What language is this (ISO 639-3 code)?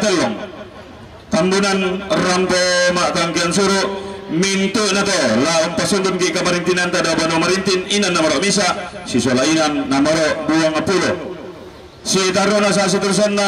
sda